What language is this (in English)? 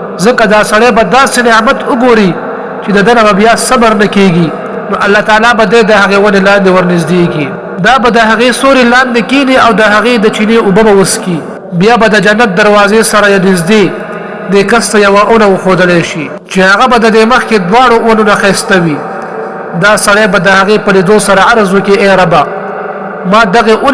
Pashto